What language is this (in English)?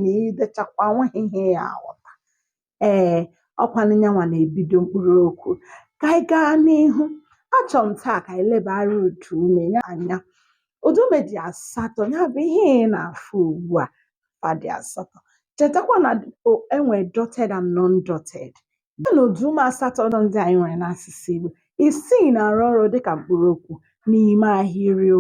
Igbo